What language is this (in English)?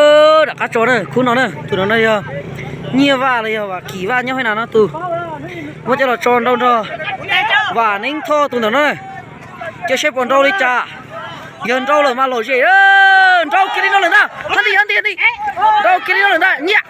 Hmong